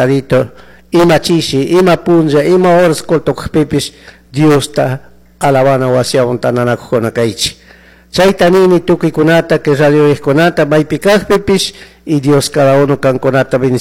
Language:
Chimborazo Highland Quichua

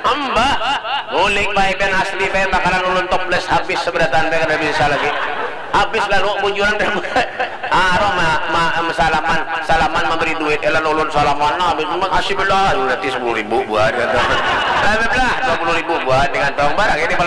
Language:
Banjar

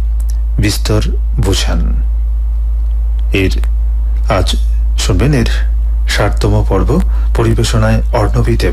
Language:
Bangla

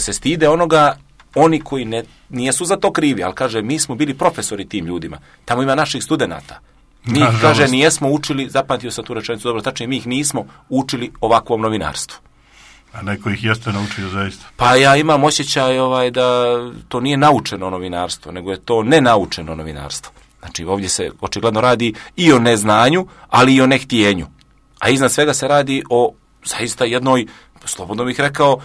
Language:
Serbian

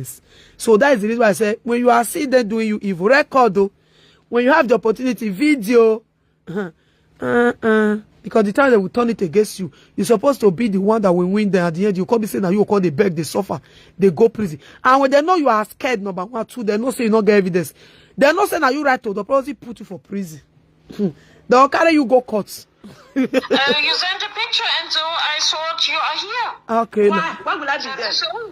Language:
Nigerian Pidgin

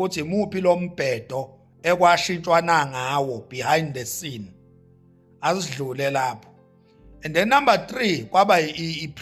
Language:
Zulu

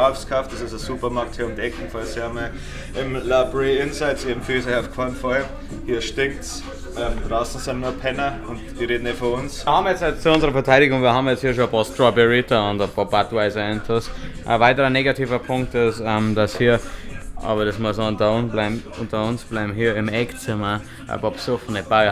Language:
Bavarian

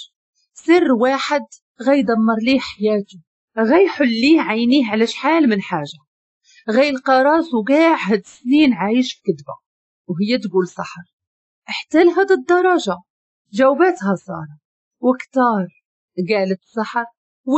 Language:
Moroccan Arabic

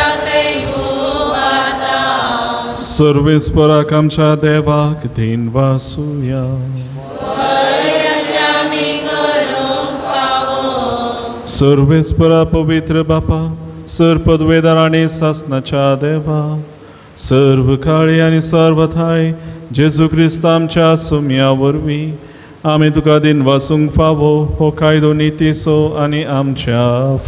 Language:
Konkani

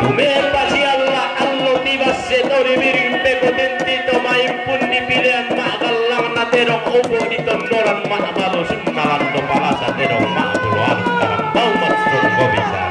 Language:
Toraja-Sa'dan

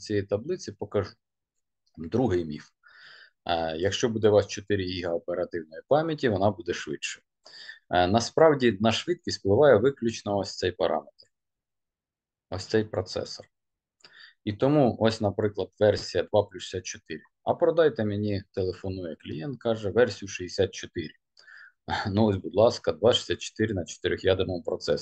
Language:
Ukrainian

